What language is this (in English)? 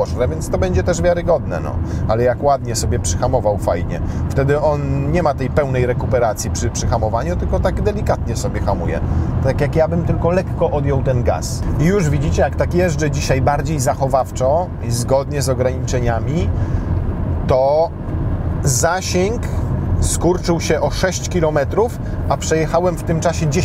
Polish